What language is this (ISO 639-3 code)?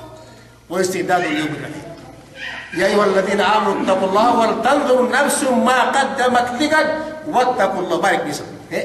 yka